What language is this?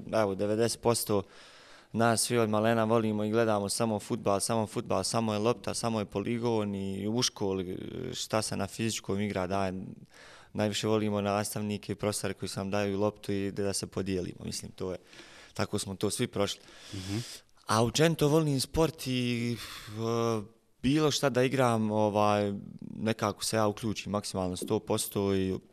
Bosnian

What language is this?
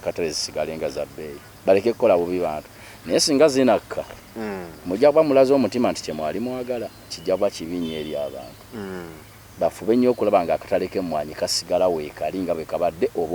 Ganda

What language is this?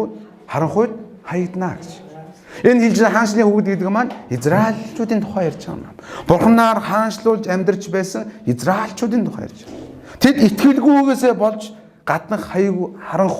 Mongolian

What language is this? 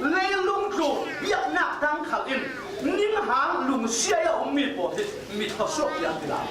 Falam Chin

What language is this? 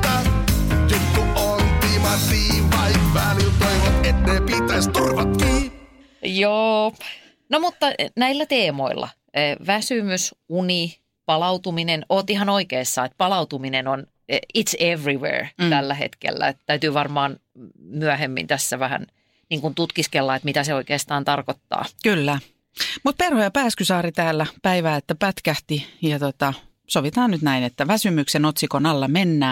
Finnish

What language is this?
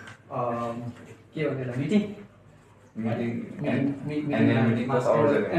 Nepali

